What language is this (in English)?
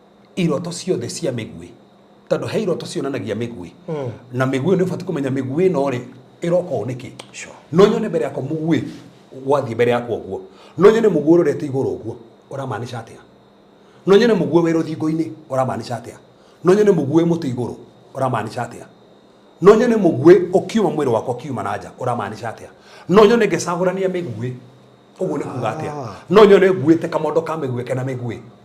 Kikuyu